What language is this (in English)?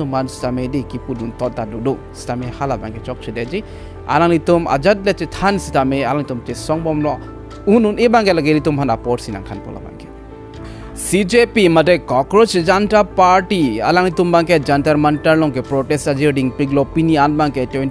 Karbi